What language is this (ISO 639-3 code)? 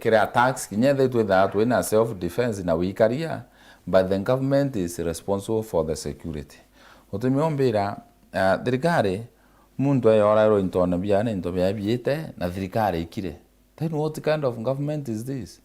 mer